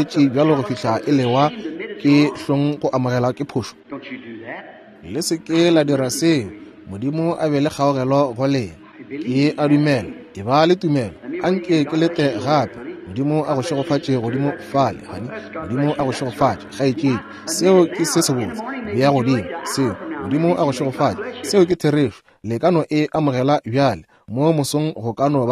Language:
Northern Sotho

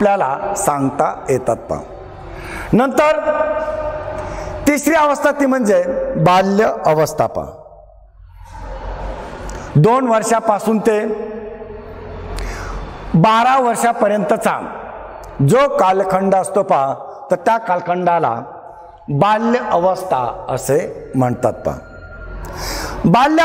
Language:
Marathi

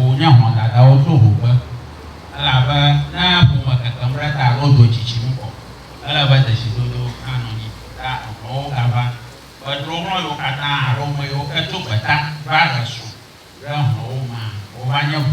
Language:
Ewe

